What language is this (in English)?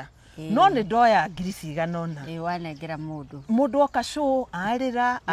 Kikuyu